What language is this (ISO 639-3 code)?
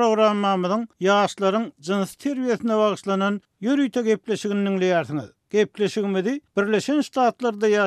tuk